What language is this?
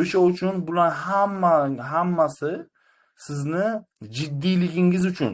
Uzbek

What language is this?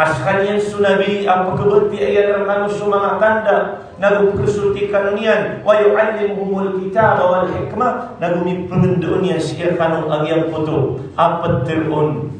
Maranao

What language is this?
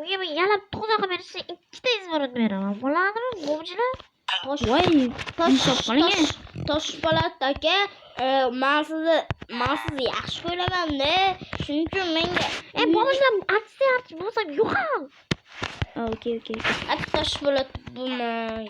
Uzbek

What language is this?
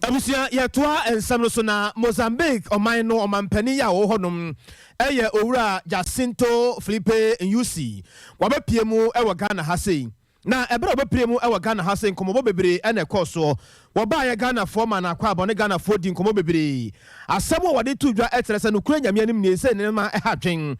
Akan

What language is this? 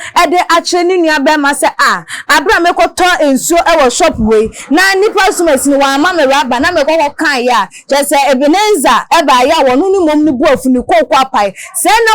Akan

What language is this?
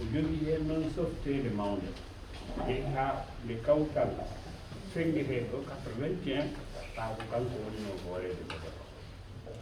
Fula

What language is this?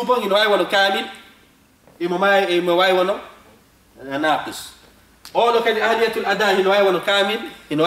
Fula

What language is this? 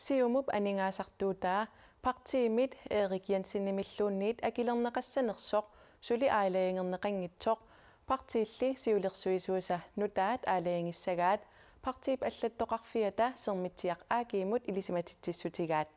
Kalaallisut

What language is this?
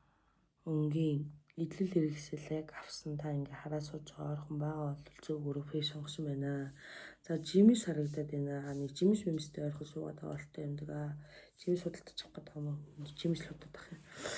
Mongolian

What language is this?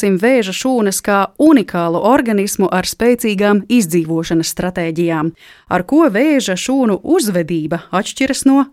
Latvian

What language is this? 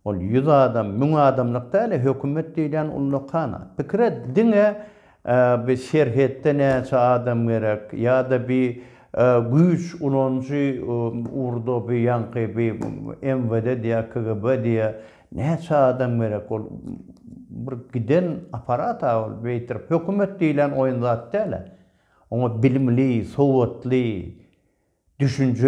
Turkmen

